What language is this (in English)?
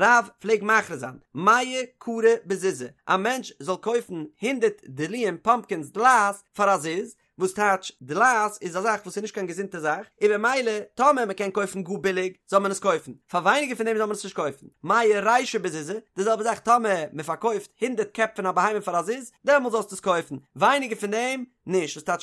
Yiddish